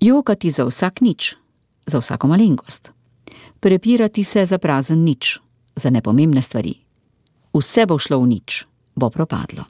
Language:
Slovenian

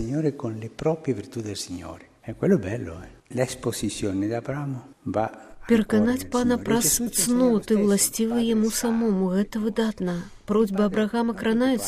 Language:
Belarusian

